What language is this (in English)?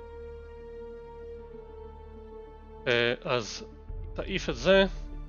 Hebrew